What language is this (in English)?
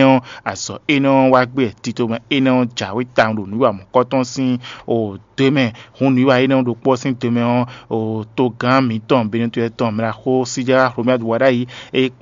Fon